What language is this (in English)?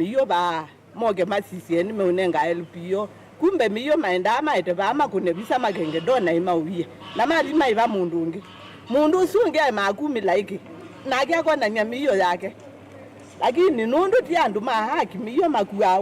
Kamba